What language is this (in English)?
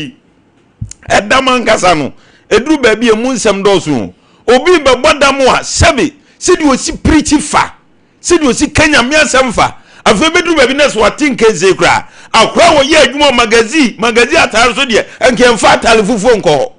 Akan